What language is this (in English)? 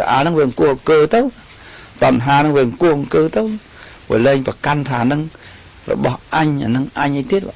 Khmer